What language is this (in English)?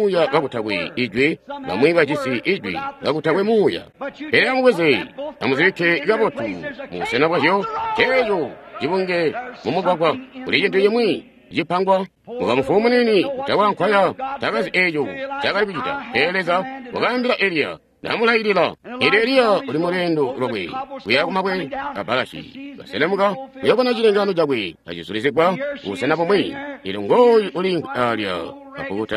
Tonga (Zambia)